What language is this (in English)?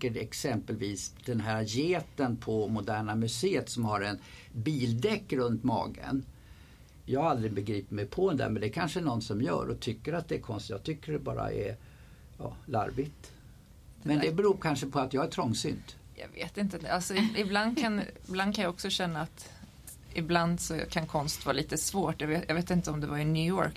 Swedish